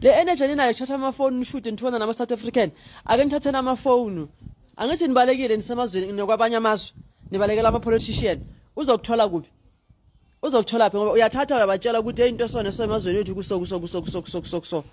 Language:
Zulu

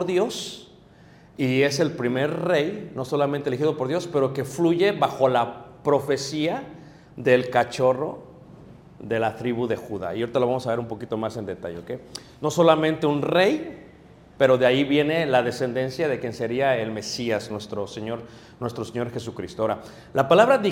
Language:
Spanish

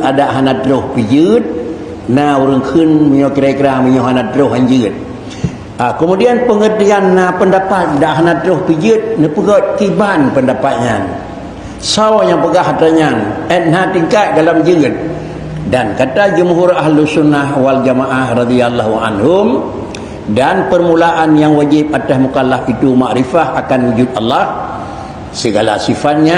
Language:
Achinese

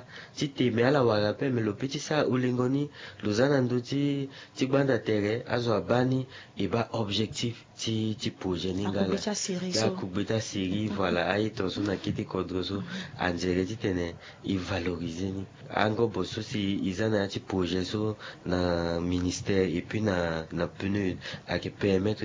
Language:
Sango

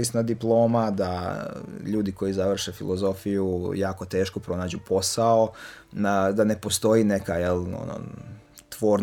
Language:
Serbian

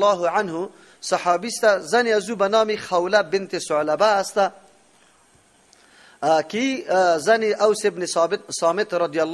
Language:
Persian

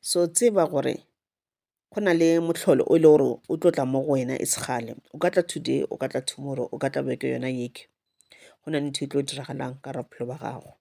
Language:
Northern Sotho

